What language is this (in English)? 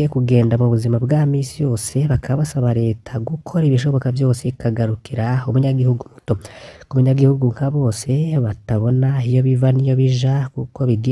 Rundi